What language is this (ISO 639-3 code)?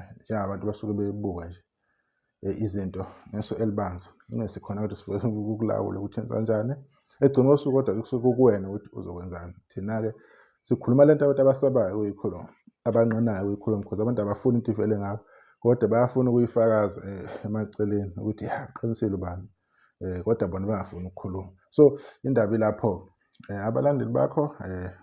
zul